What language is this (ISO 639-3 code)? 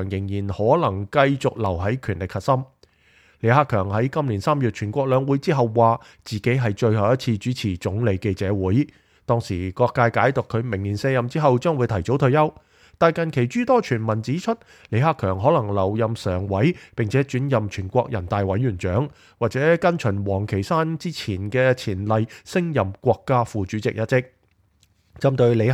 yue